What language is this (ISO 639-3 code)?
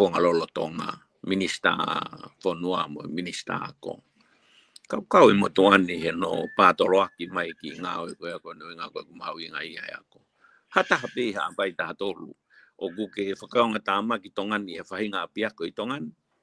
ton